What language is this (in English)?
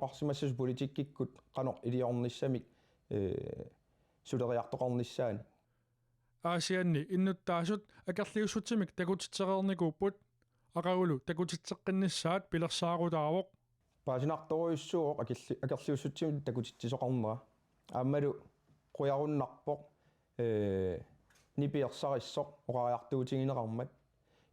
Kalaallisut